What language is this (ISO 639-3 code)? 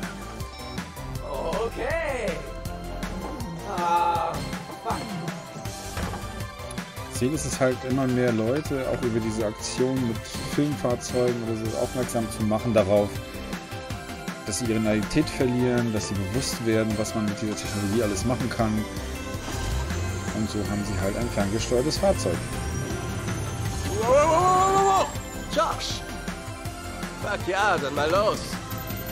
deu